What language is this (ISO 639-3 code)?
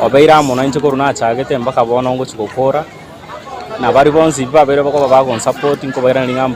guz